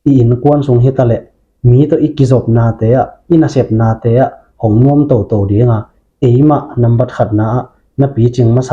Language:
Tedim Chin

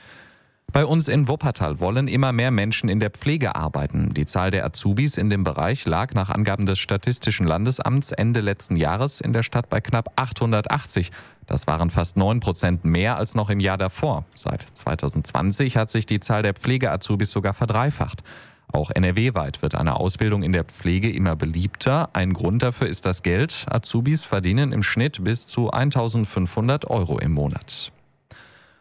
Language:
German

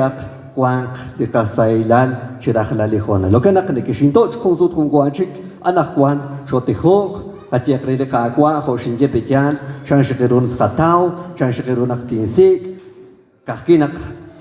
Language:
Kekchí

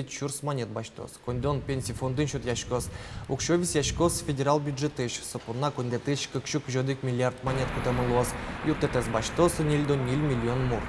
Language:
Udmurt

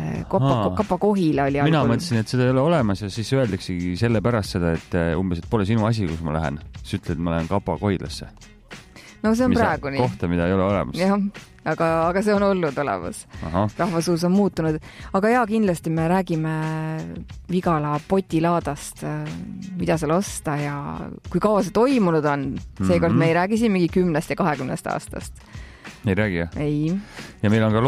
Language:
Estonian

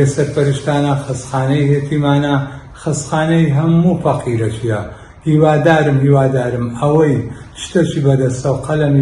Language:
Central Kurdish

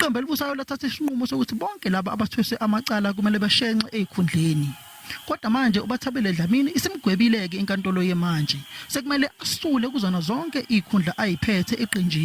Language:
Zulu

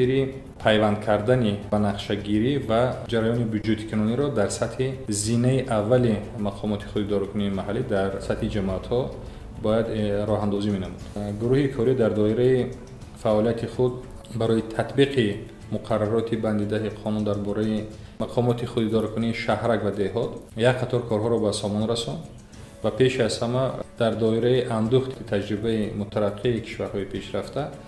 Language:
Tajik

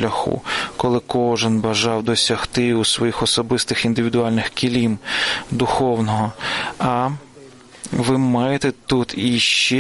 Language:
Ukrainian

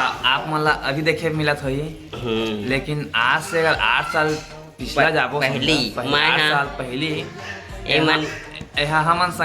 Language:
Chhattisgarhi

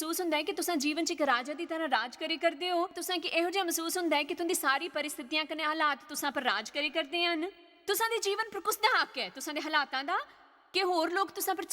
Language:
Dogri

